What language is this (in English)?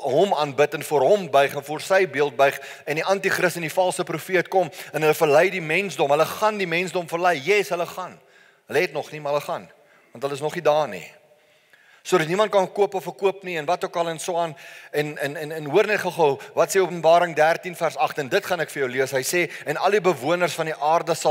Afrikaans